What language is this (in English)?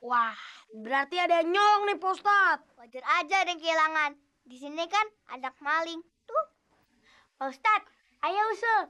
Betawi